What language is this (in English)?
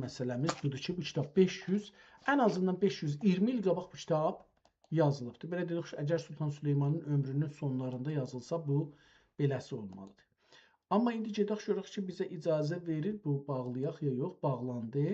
South Azerbaijani